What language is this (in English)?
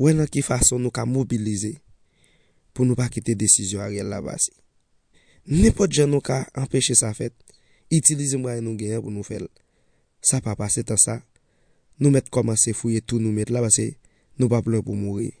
Haitian Creole